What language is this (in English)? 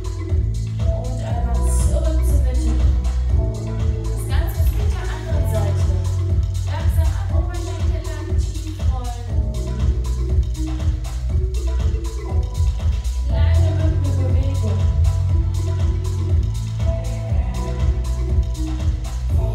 German